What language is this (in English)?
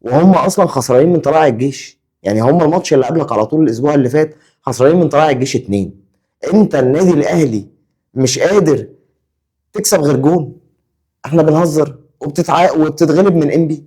Egyptian Arabic